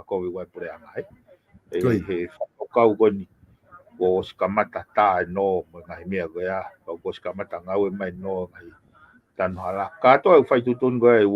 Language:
Tongan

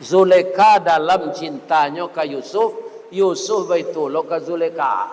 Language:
Minangkabau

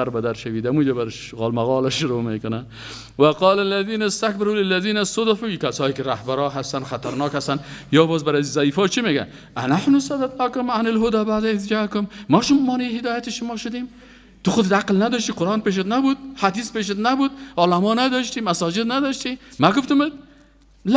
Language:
Persian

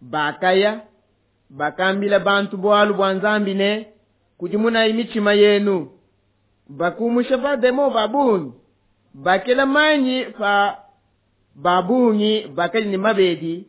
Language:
Luba-Lulua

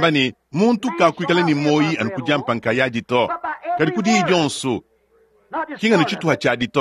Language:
Luba-Lulua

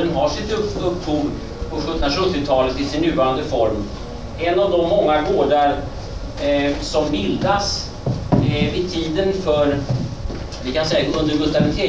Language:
Swedish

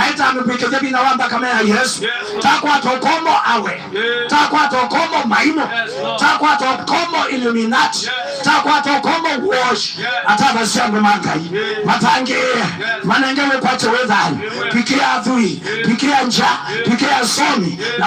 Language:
Kamba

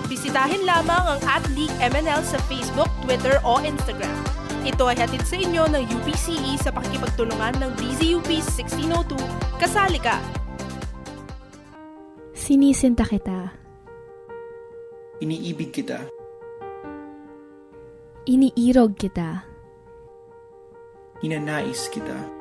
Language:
Filipino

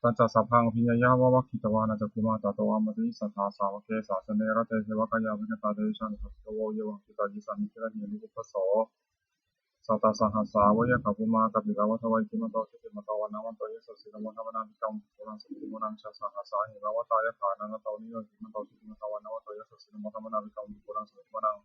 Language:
Pali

